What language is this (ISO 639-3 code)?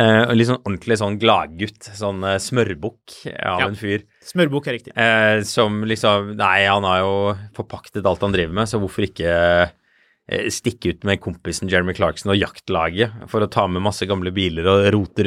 nor